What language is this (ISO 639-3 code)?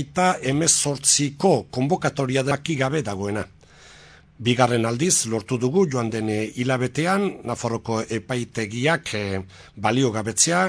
eus